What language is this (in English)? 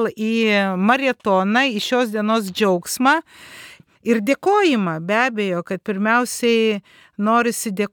Lithuanian